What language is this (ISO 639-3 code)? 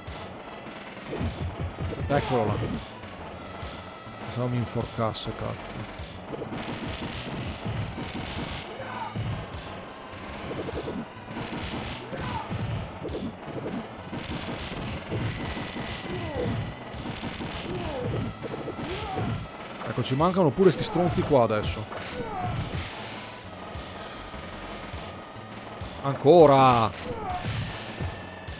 ita